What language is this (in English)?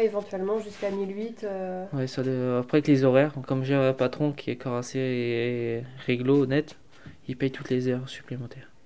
French